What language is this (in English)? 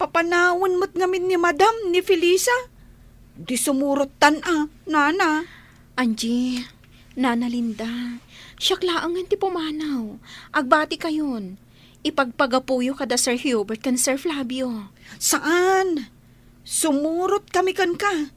Iloko